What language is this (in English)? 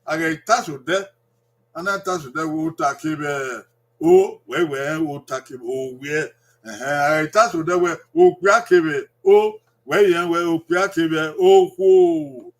Bini